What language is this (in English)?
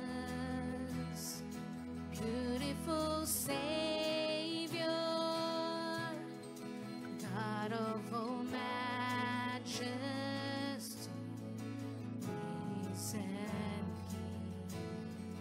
English